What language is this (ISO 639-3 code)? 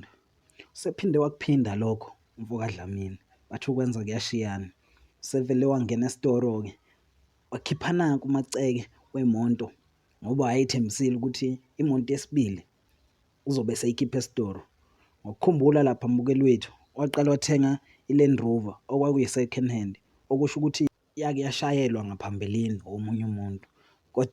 zul